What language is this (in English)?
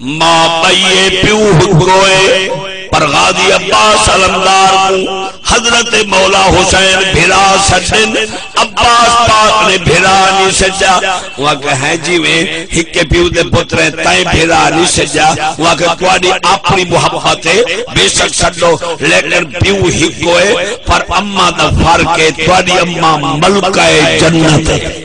Saraiki